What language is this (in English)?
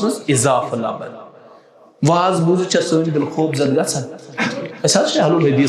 Kashmiri